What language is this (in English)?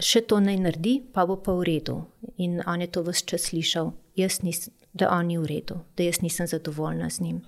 Slovenian